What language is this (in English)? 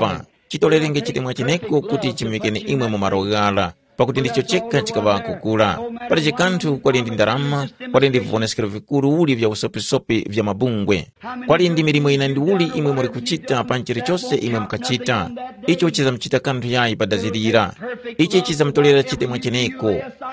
Tumbuka